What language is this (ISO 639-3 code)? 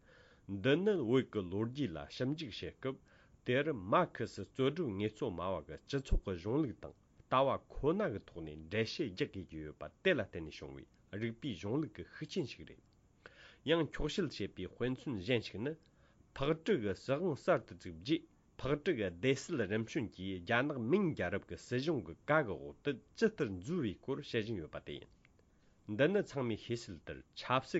bod